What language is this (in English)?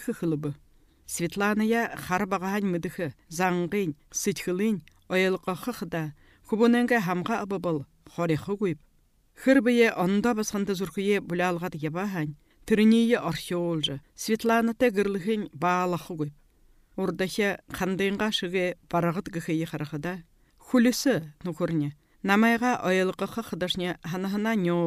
Buriat